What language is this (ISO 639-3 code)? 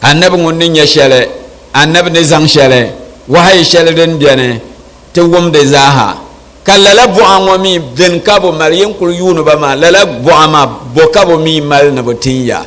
dag